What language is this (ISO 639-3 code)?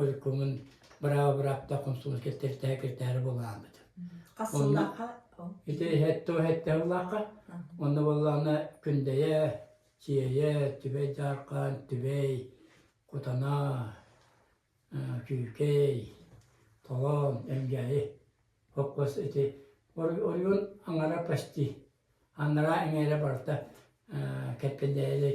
sah